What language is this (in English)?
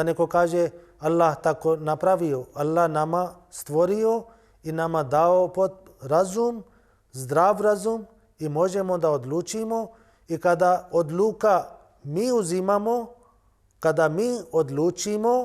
Bosnian